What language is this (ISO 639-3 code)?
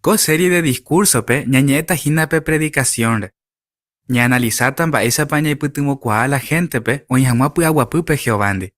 grn